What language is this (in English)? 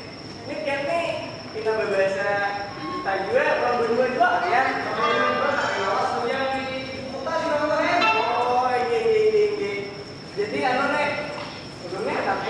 Banjar